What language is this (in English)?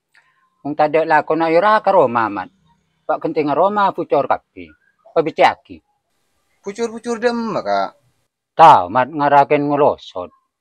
Madurese